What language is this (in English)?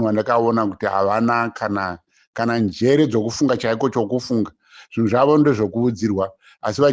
Shona